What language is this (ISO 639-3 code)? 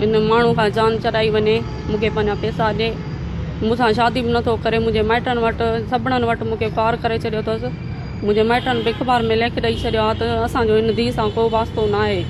snd